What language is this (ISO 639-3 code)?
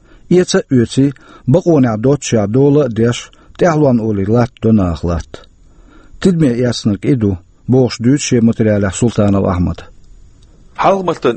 che